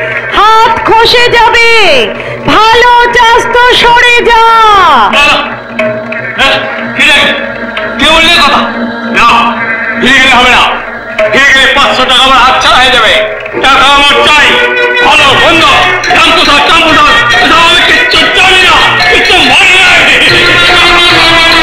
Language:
Bangla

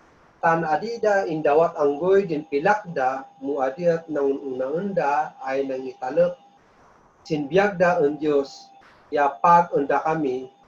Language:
Kankanaey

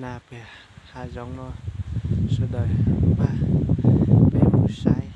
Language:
Hmong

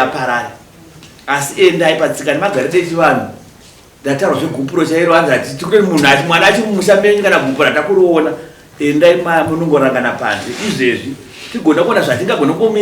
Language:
Shona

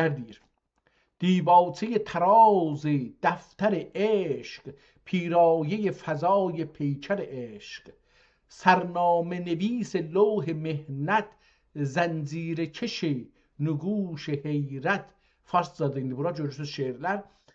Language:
South Azerbaijani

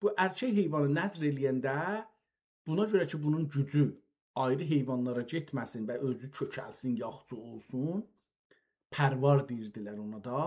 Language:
South Azerbaijani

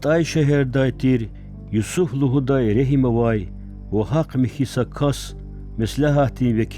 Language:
Lezghian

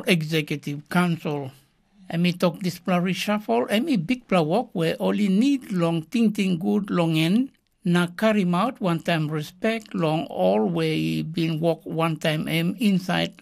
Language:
Tok Pisin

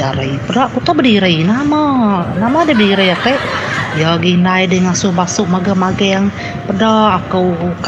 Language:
Iban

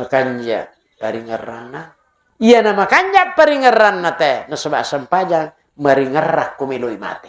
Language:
Buginese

